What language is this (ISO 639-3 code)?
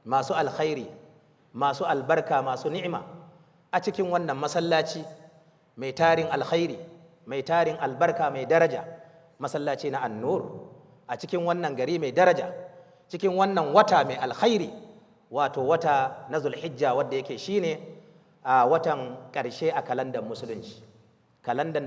hau